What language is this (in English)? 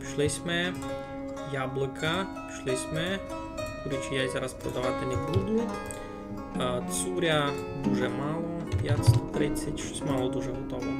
Rusyn